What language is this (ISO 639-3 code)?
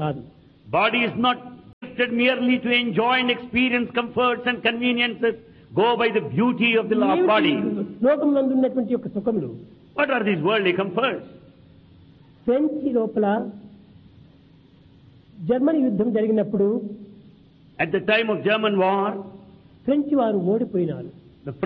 tel